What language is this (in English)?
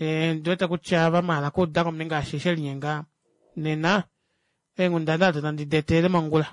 Kuanyama